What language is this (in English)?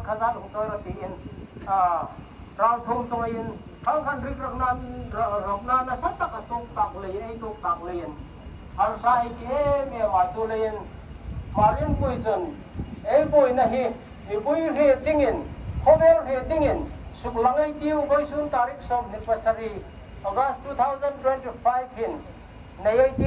Hmar